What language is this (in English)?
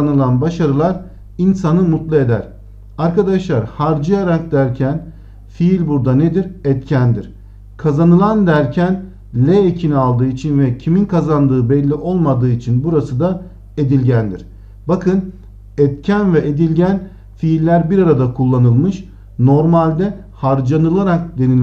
Turkish